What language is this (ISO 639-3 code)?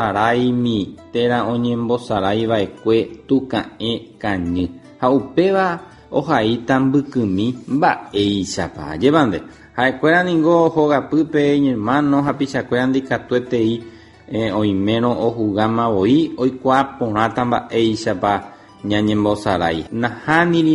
grn